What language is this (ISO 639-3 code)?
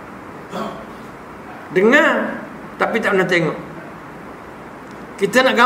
msa